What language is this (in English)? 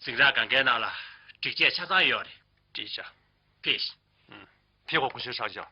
Tibetan